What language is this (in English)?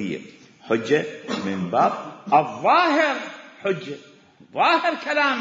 Mesopotamian Arabic